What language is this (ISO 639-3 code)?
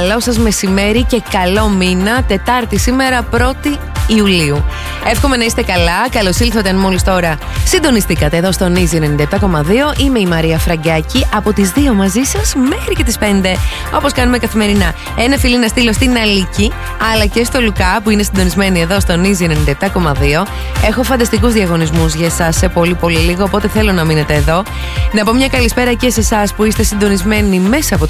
ell